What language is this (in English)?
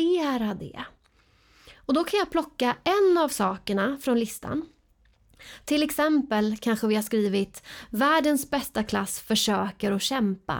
Swedish